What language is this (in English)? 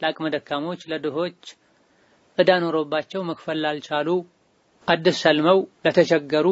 Amharic